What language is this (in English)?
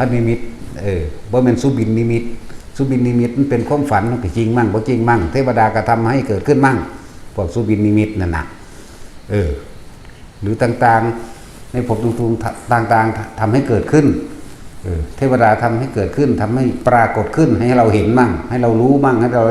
Northeastern Thai